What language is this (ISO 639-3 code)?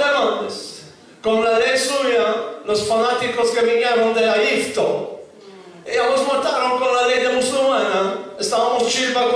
lad